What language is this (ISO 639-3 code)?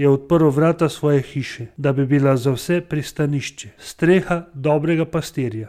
slv